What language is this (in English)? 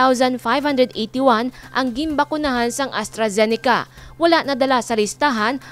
Hiligaynon